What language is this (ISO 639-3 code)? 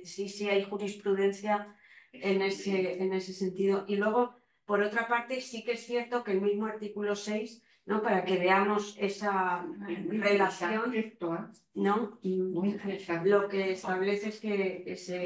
spa